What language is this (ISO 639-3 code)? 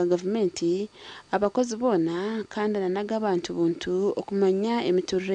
nyn